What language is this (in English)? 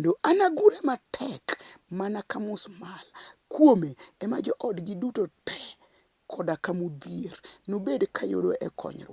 Luo (Kenya and Tanzania)